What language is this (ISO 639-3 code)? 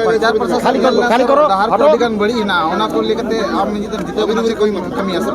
sat